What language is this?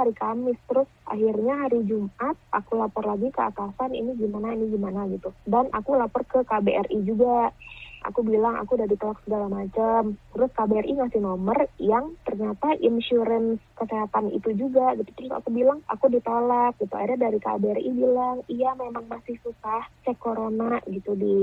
Indonesian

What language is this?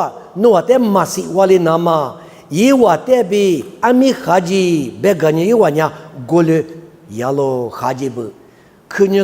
Lisu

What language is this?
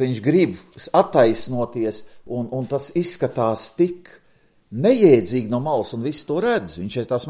Latvian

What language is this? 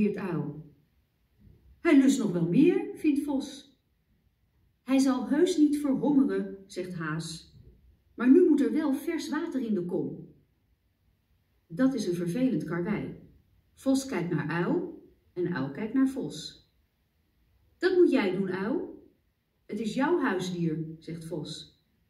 Dutch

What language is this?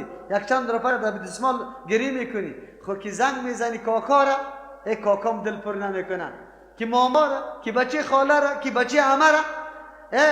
Persian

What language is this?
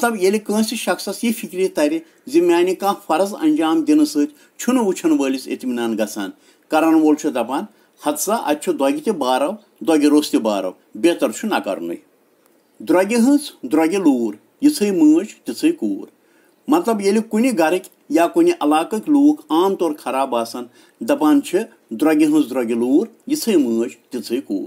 Kashmiri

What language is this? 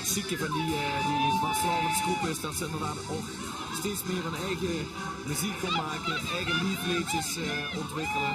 Limburgish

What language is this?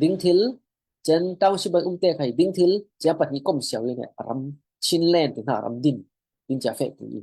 Falam Chin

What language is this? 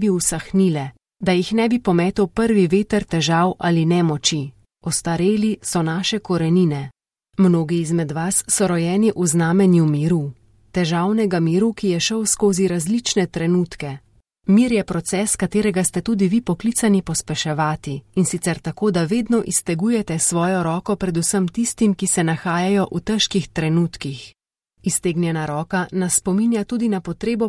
Slovenian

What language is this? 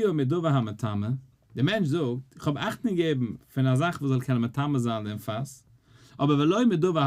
Yiddish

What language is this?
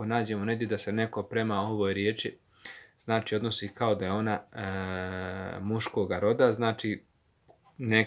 Bosnian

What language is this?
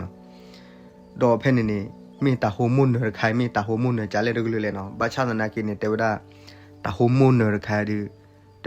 S'gaw Karen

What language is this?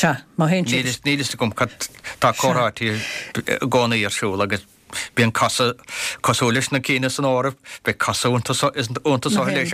Irish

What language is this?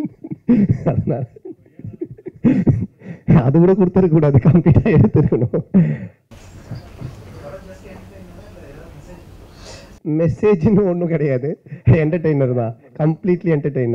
Tamil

